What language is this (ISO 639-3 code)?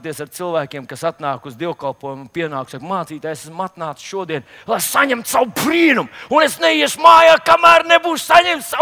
lav